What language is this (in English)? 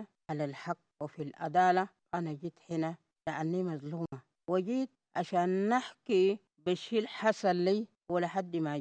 Sudanese Arabic